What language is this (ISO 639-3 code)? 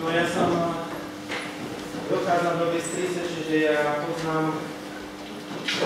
slk